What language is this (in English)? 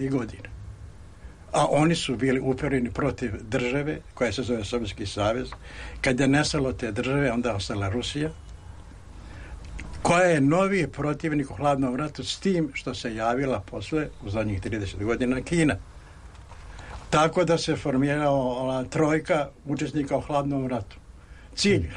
Serbian